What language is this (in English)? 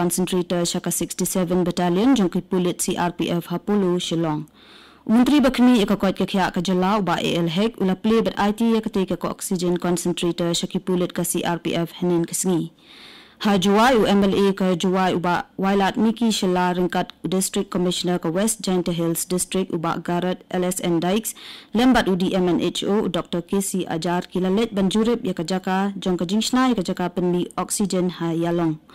Khasi